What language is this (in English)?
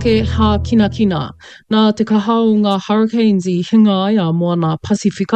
Māori